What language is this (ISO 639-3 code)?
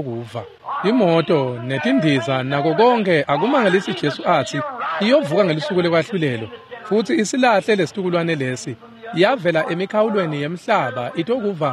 ssw